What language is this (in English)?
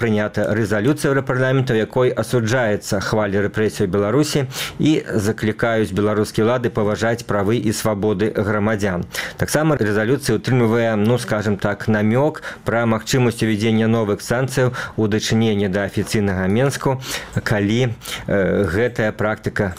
Belarusian